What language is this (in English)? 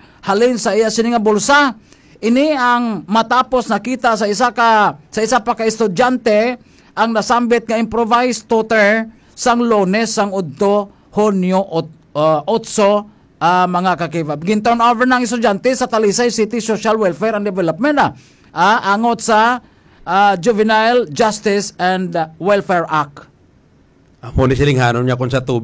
Hiligaynon